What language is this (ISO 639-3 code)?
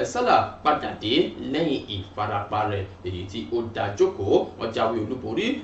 yor